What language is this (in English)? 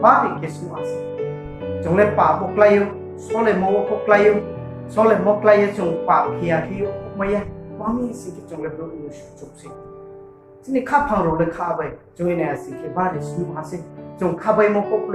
Riang (India)